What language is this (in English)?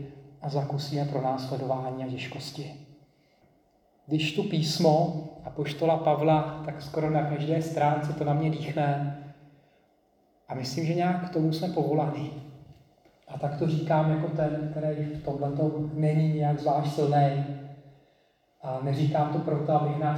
Czech